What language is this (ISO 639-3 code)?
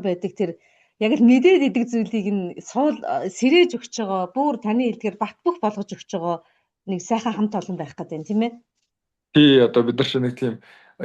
mon